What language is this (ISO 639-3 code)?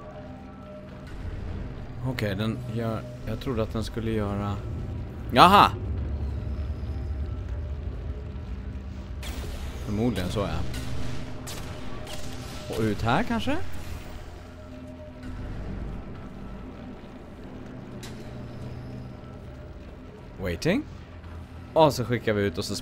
swe